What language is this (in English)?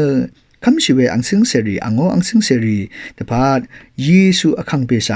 Rawang